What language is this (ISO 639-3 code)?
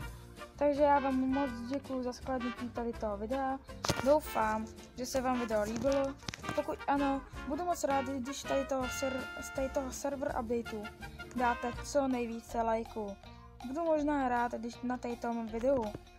ces